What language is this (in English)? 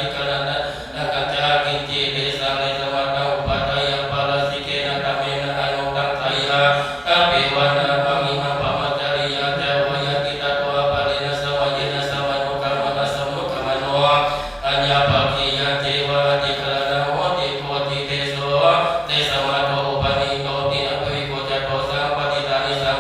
Pali